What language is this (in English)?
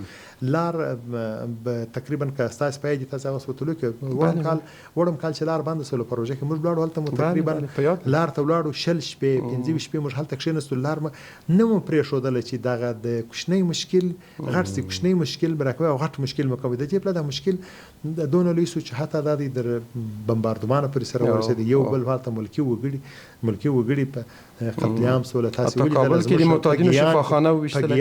Pashto